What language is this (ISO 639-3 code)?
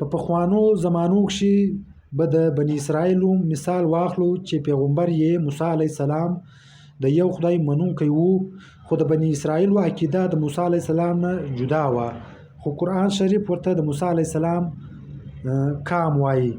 pus